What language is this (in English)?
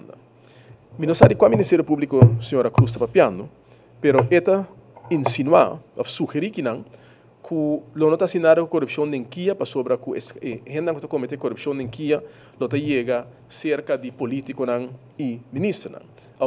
Papiamento